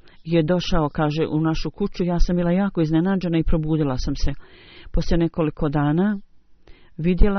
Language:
Bosnian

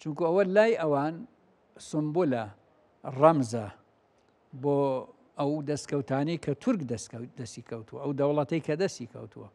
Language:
Central Kurdish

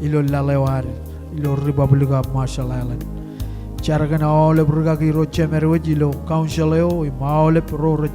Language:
Marshallese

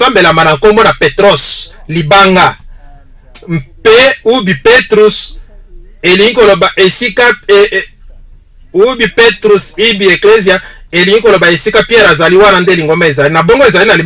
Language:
Lingala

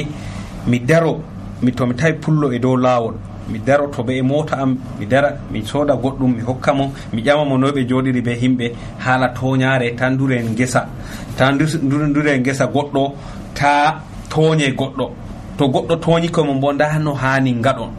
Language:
Nigerian Fulfulde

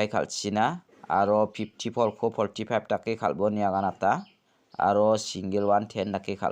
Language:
Garo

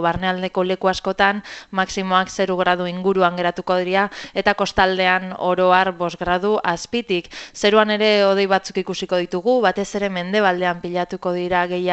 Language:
Basque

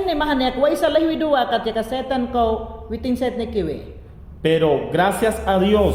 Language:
Mayangna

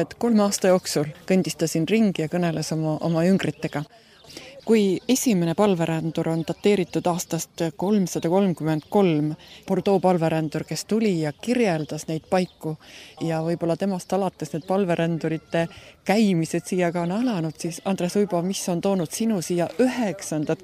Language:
Estonian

